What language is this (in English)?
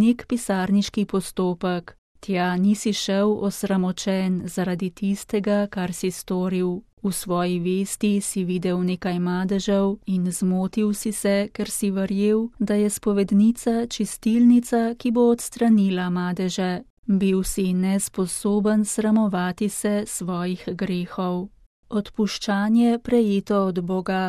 Slovenian